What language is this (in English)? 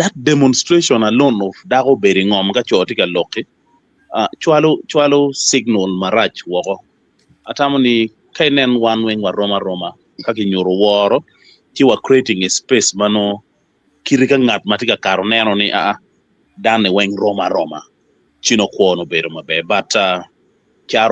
Acoli